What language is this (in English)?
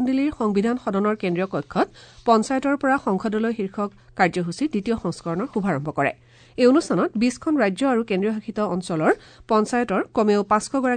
Assamese